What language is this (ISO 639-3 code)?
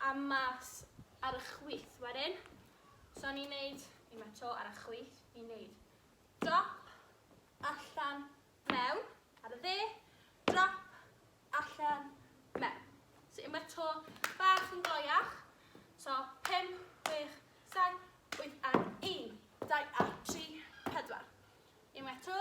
cym